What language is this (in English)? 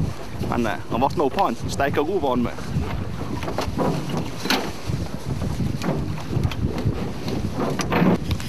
Norwegian